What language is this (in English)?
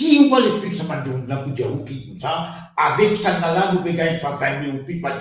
Morisyen